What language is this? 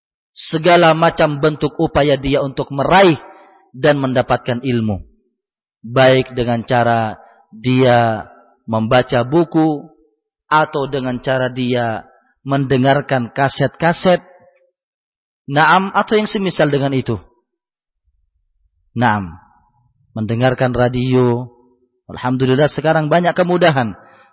Indonesian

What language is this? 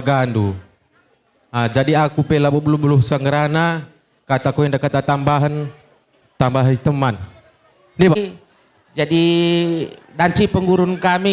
Batak Karo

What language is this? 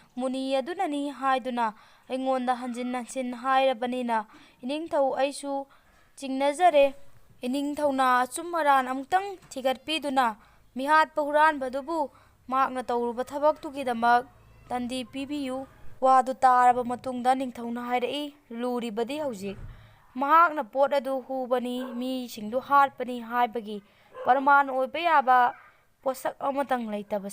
Manipuri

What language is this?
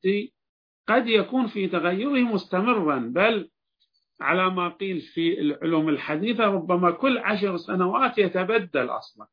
Arabic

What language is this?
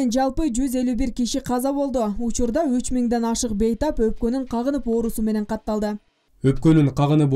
Kyrgyz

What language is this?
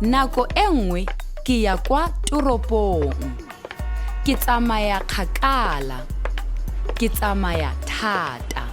Tswana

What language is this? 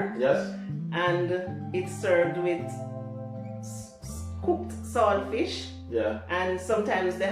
Jamaican Creole English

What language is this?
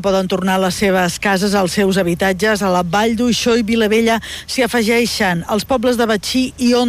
Catalan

